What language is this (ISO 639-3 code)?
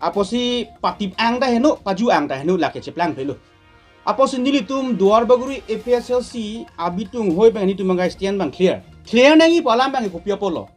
mjw